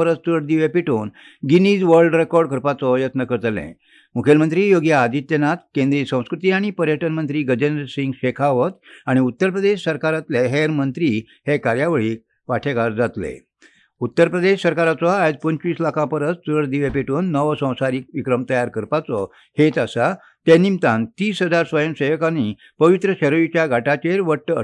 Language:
Konkani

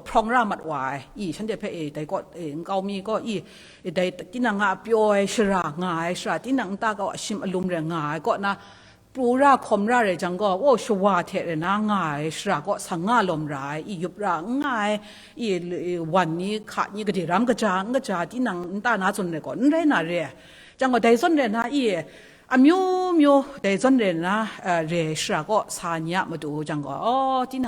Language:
Kachin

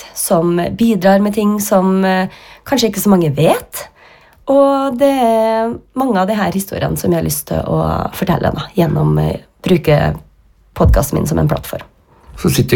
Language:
Norwegian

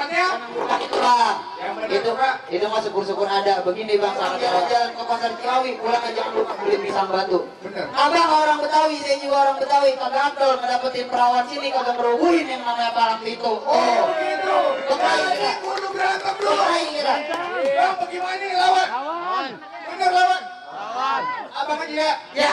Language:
Betawi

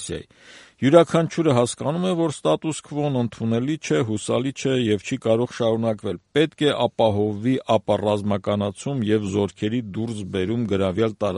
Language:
Armenian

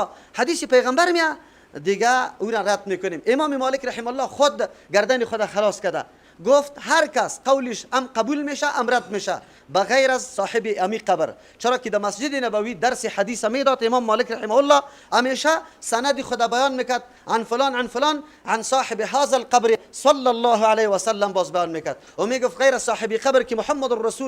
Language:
Persian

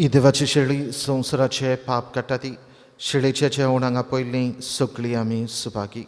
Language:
Konkani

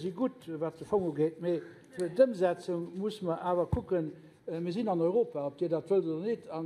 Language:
Luxembourgish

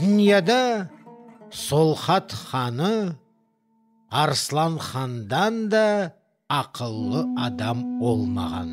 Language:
Crimean Tatar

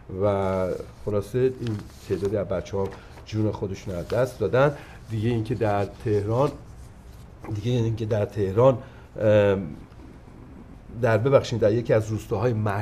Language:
Persian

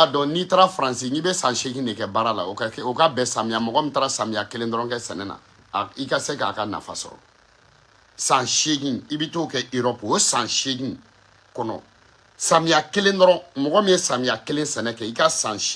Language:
Bambara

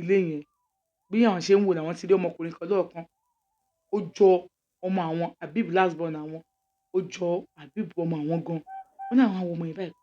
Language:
Yoruba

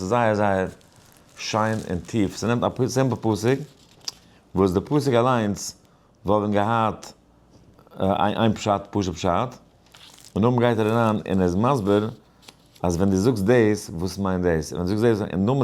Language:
Yiddish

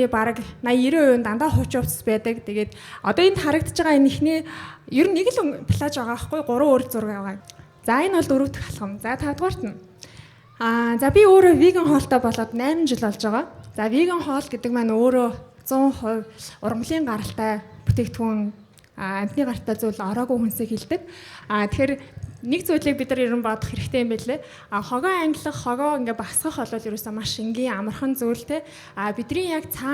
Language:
Mongolian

